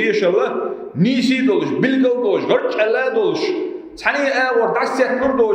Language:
Chechen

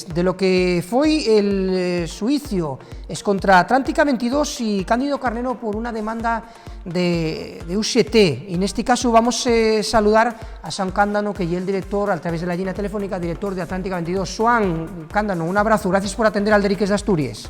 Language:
Asturian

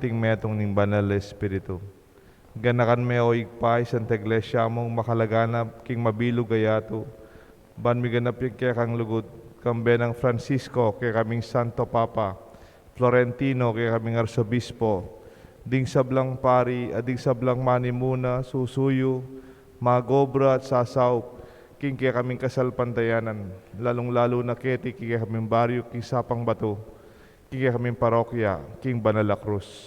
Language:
Pampanga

